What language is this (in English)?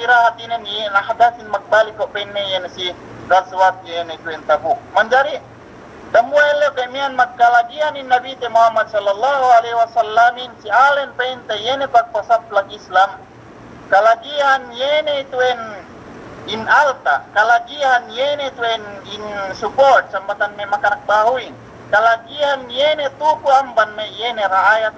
Yakan